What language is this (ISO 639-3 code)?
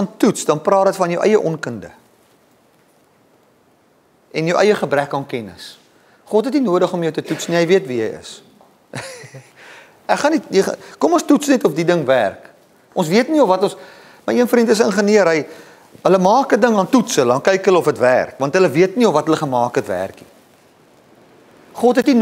afr